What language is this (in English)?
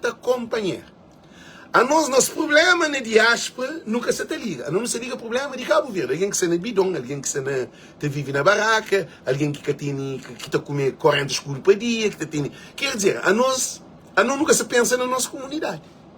Kabuverdianu